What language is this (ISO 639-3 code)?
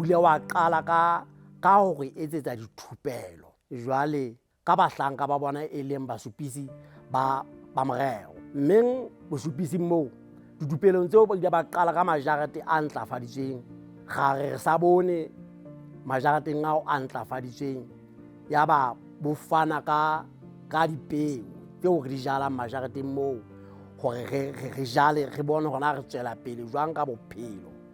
sot